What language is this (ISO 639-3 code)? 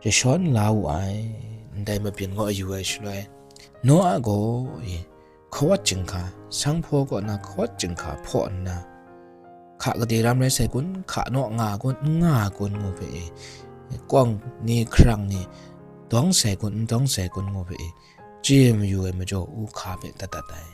kac